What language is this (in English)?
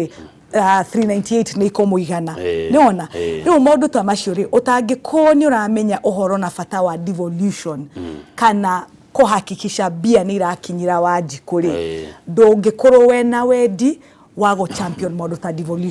Kikuyu